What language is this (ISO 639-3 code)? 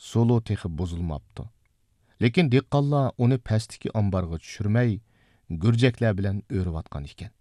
uig